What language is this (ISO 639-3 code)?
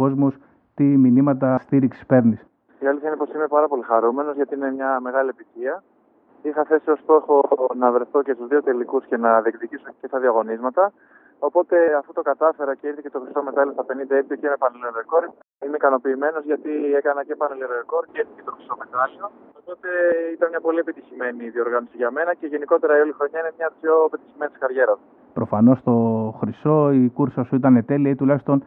ell